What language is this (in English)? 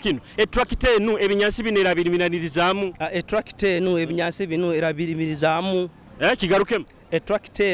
Nyoro